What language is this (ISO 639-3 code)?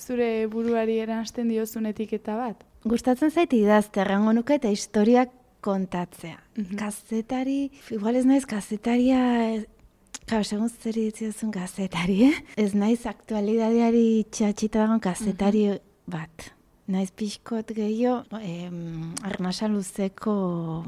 eus